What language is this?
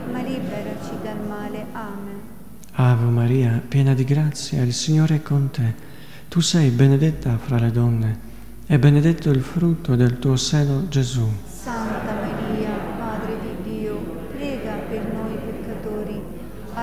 Italian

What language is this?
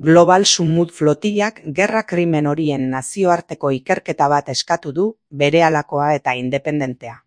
Basque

